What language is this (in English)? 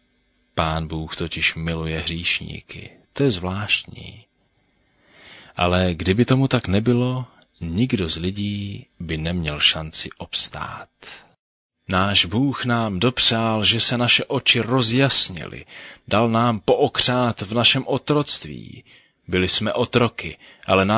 Czech